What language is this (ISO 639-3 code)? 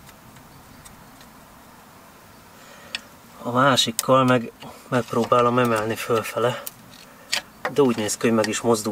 hun